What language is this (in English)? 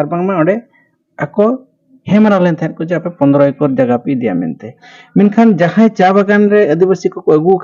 Santali